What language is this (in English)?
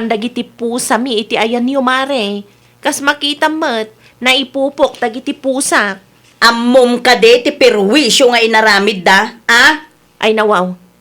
Iloko